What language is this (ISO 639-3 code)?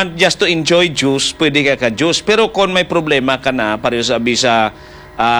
hil